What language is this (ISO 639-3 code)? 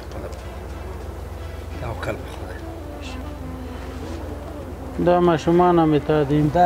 fas